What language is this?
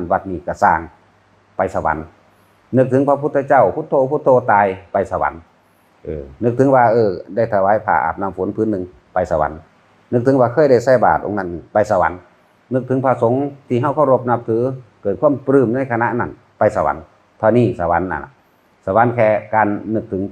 Northeastern Thai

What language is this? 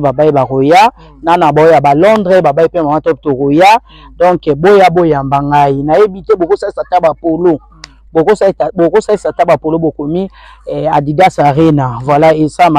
Lingala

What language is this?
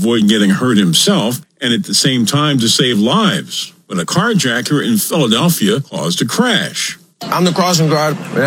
English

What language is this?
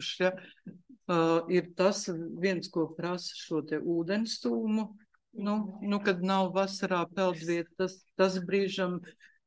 Latvian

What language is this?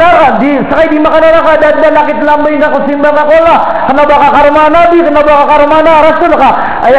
Maranao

